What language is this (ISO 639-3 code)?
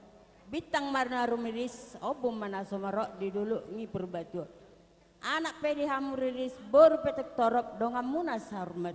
bbc